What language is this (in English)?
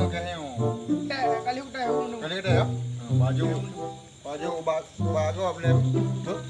Achinese